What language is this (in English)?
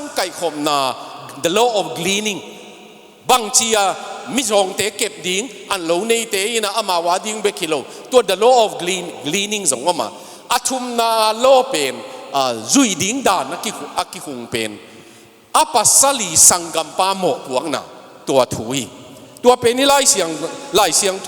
Tedim Chin